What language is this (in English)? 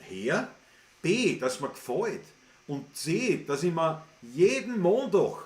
Bavarian